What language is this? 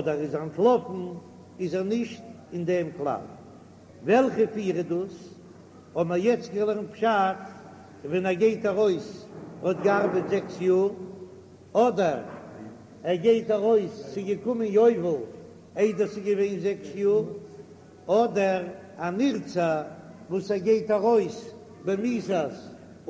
Yiddish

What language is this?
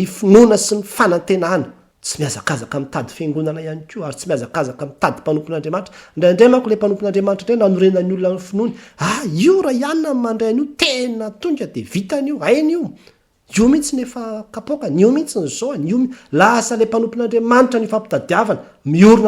Malagasy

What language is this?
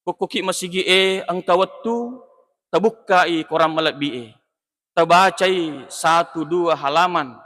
Buginese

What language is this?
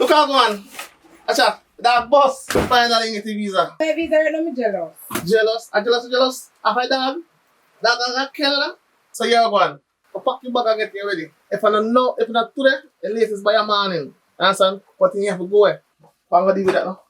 Jamaican Creole English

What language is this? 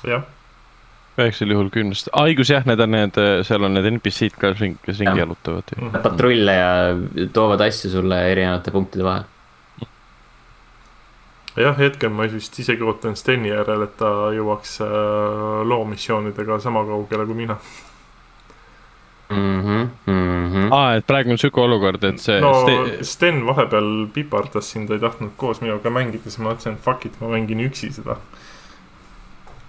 Estonian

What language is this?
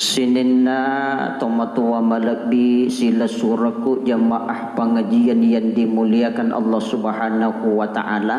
Buginese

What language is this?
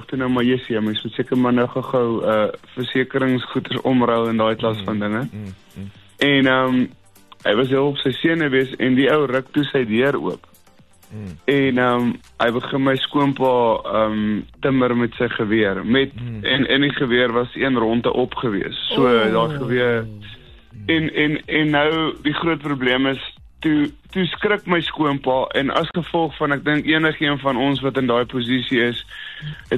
Afrikaans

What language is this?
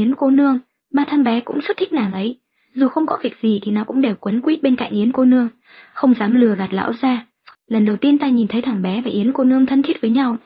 Vietnamese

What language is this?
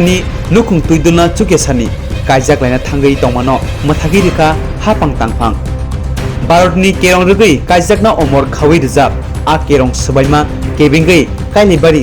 Kok Borok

